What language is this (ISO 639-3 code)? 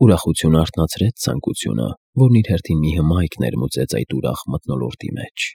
hye